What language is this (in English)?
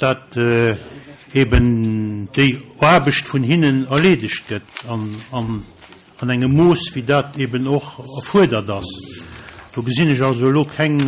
Luxembourgish